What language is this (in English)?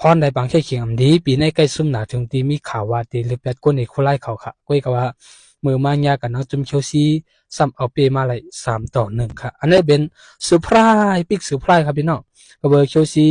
Shan